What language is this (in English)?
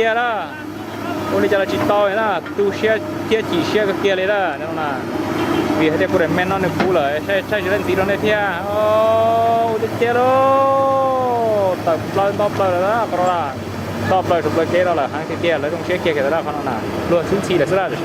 Hmong